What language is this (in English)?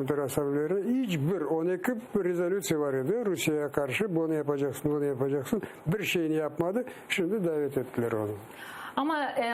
Crimean Tatar